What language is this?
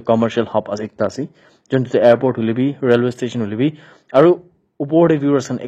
Naga Pidgin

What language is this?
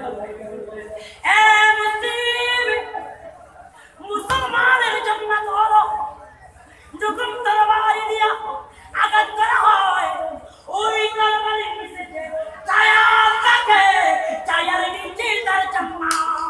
Bangla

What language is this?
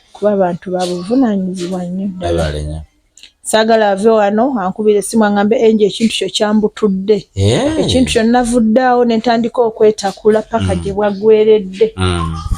Ganda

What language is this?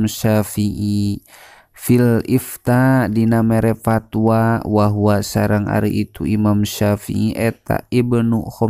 Sundanese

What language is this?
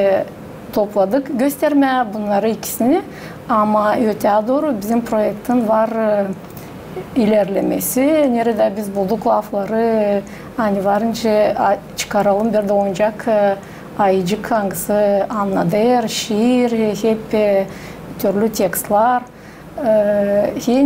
Gagauz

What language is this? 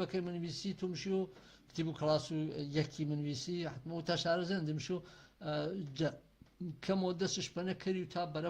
Gurani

